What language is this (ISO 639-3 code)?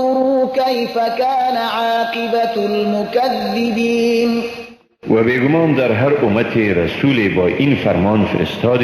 fas